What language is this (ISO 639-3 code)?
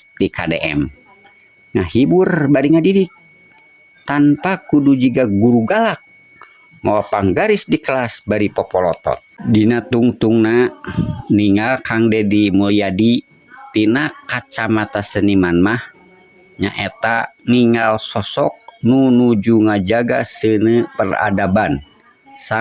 sun